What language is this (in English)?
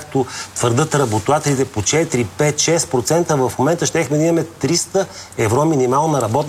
Bulgarian